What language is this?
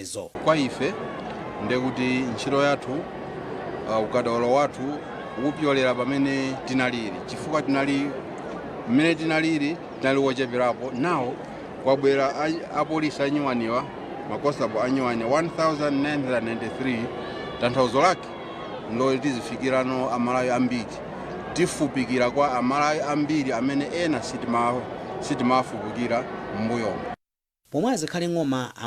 Nyanja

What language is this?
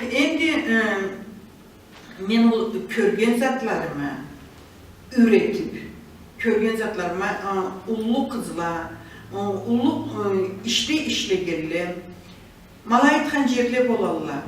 Karachay-Balkar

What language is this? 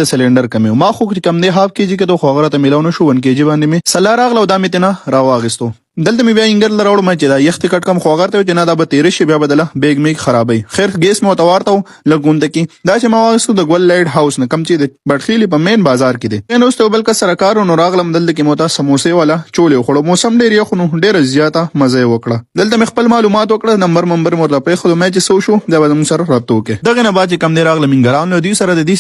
Pashto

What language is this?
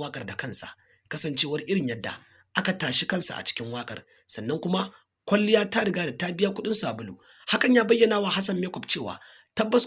Hausa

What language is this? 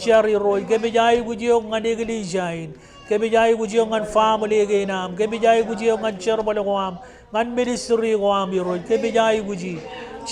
Marshallese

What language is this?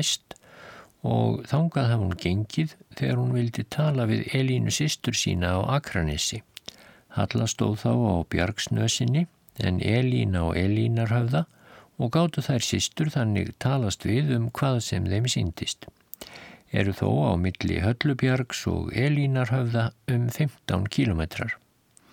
Icelandic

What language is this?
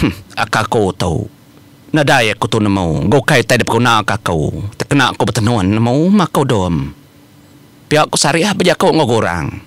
Iban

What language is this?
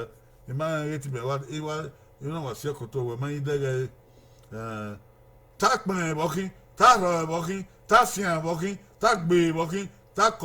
Bini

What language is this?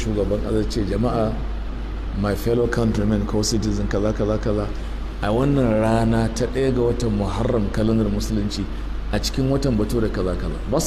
Hausa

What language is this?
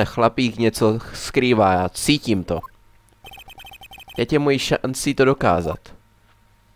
Czech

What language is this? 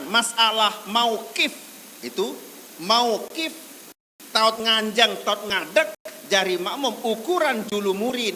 Sasak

